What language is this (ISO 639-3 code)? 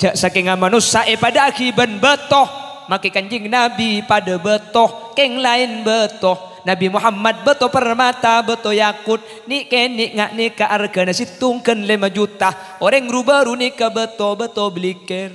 mad